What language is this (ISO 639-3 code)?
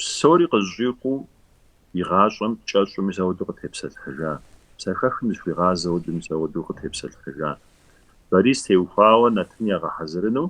kbd